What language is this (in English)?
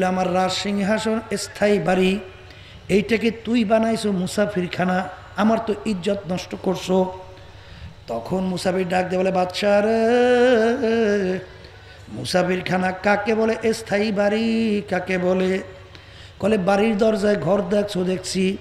Bangla